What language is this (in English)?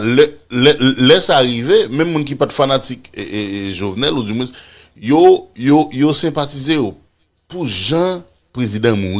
Haitian Creole